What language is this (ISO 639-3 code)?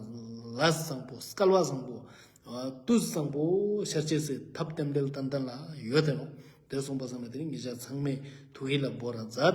lbj